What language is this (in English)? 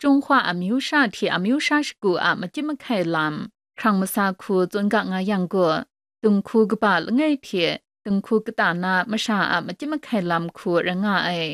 Kachin